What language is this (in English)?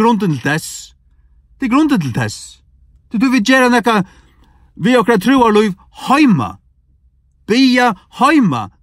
Faroese